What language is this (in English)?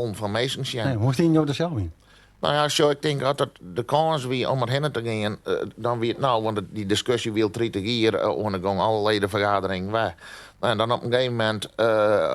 Western Frisian